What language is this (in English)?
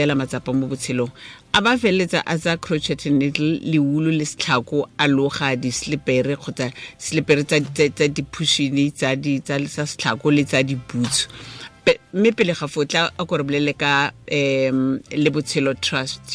Tswana